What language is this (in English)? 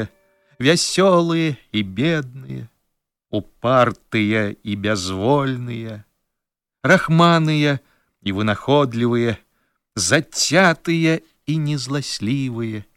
Belarusian